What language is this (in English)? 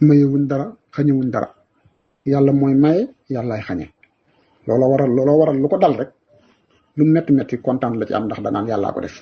Wolof